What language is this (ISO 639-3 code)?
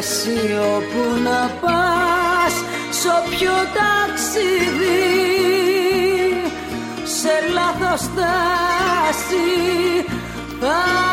ell